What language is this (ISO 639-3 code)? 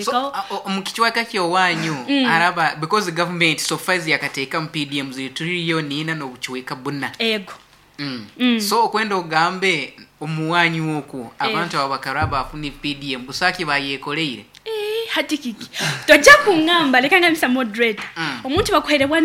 nyo